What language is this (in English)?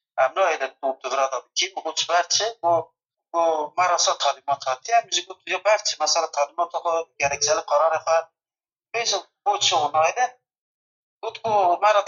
Kurdish